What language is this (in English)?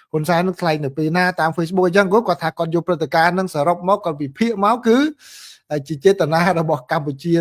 Khmer